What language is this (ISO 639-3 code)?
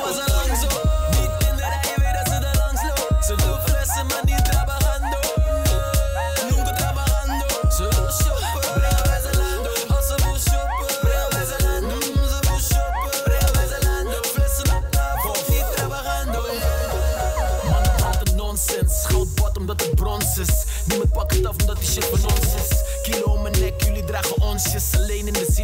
nld